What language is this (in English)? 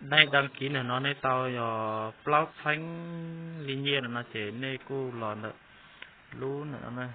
Hmong